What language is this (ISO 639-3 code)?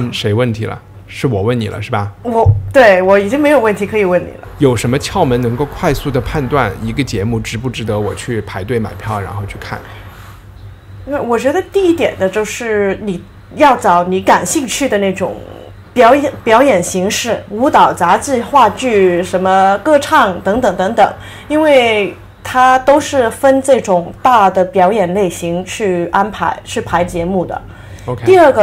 zho